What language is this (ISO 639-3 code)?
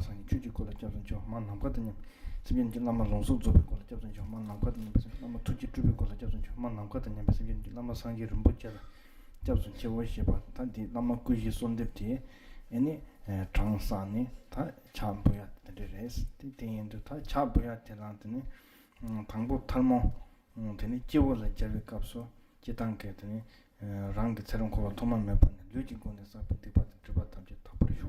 bod